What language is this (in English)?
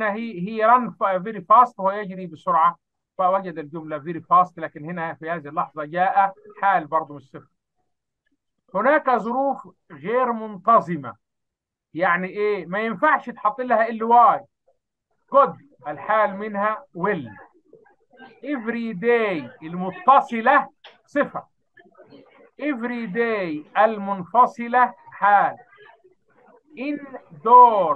Egyptian Arabic